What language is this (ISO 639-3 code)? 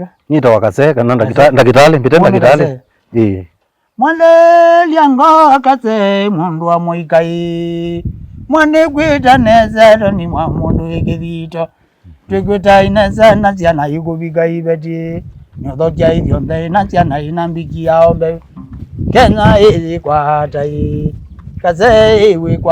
kam